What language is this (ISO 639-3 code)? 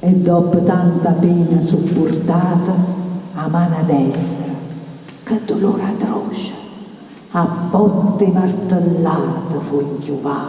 nap